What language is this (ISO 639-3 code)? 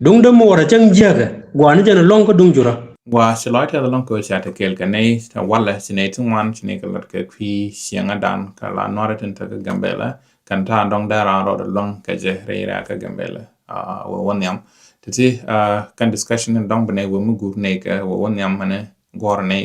nus